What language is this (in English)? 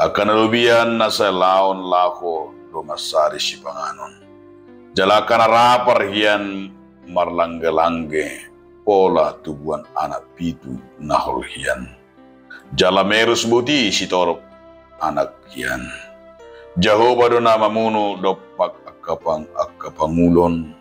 Batak Toba